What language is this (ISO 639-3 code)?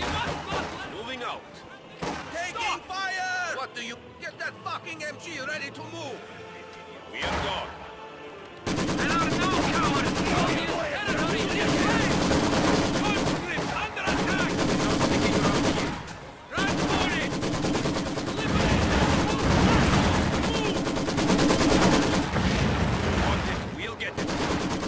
eng